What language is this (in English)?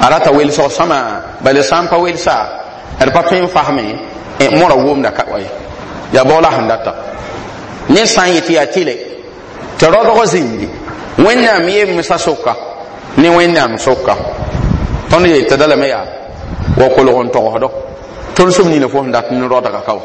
Mossi